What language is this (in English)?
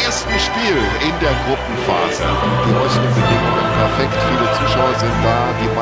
Bavarian